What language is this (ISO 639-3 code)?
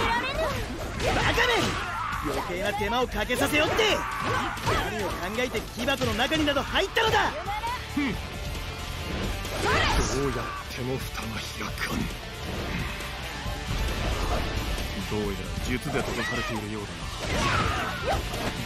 jpn